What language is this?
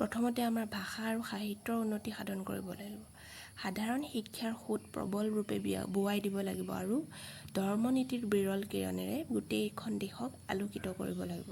Assamese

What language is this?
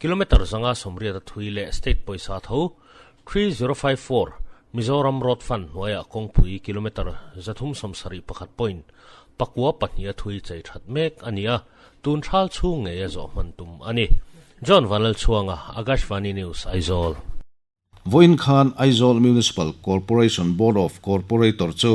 Mizo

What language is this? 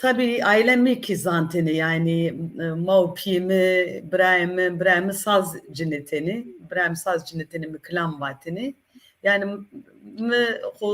Zaza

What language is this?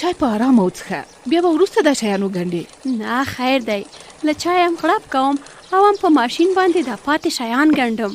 Pashto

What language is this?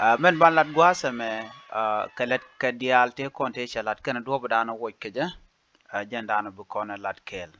Nuer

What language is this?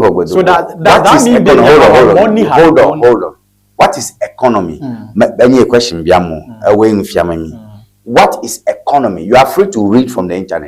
Ewe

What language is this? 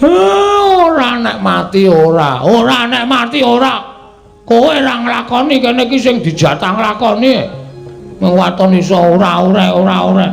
Javanese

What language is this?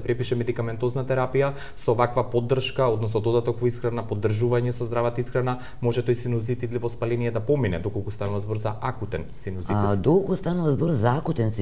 Macedonian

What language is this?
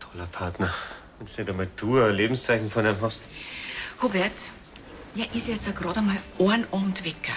Bavarian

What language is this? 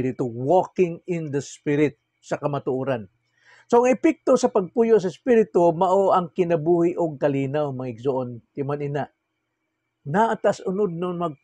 Cebuano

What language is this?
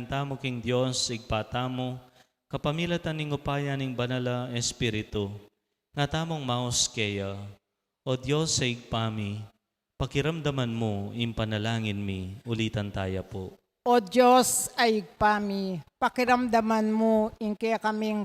Pampanga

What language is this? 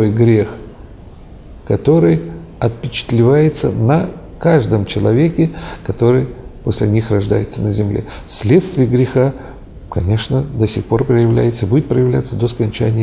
Russian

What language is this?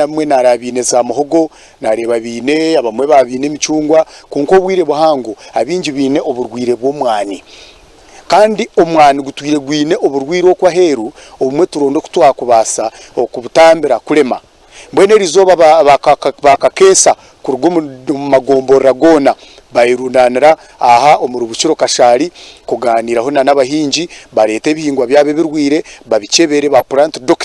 Nyankole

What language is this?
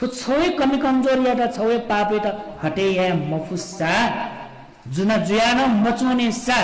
Newari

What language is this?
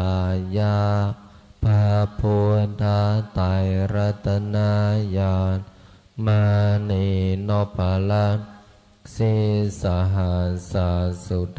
Pali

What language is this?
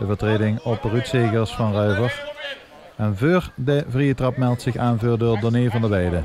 Limburgish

